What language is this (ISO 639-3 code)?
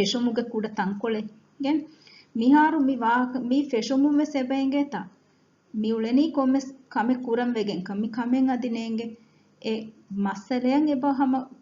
div